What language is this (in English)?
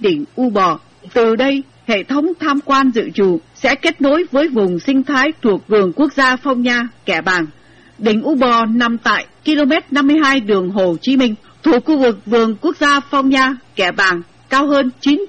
Vietnamese